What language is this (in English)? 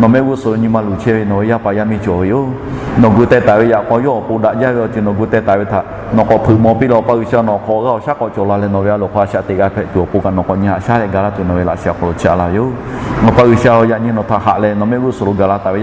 Lahu